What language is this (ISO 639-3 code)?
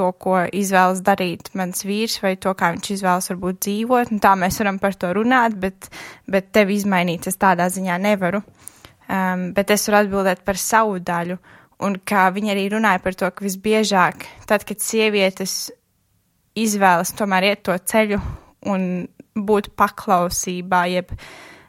lav